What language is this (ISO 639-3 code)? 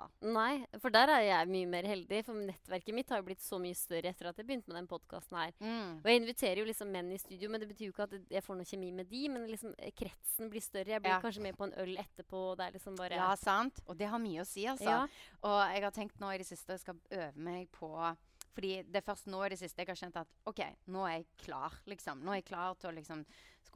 nor